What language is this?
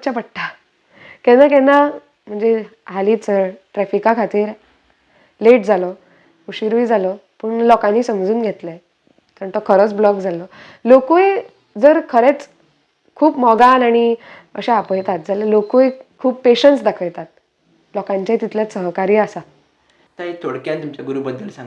Konkani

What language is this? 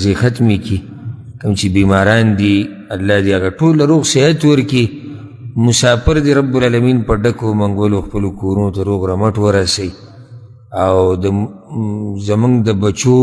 Pashto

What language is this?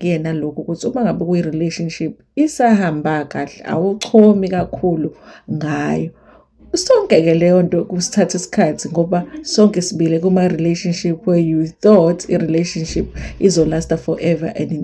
Zulu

